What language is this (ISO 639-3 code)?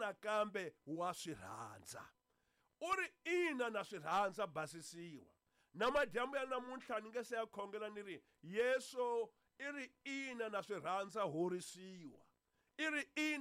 tso